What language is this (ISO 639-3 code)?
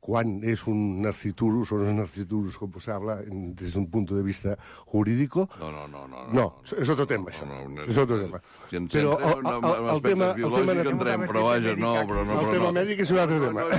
cat